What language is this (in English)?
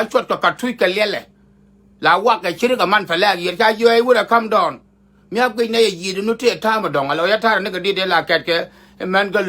Nuer